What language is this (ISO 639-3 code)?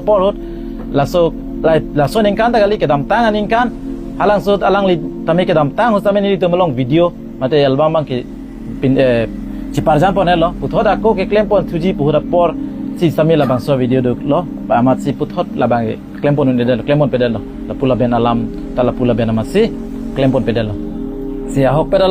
mjw